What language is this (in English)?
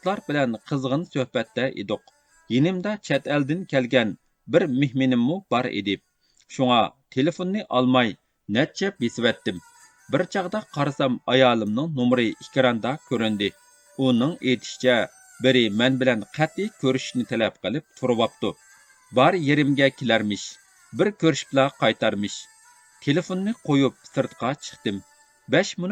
Uyghur